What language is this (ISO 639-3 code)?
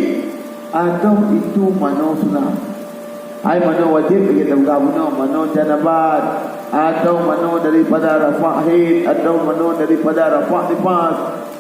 ace